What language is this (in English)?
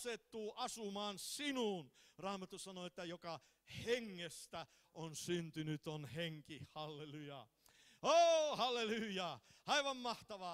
Finnish